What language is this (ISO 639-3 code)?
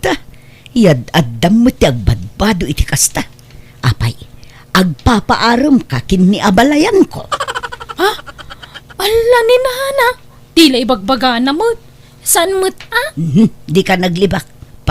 ilo